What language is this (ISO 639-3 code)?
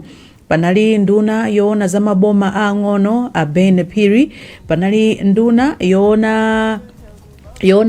nya